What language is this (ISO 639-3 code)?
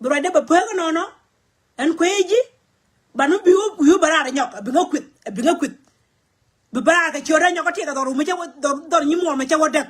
nus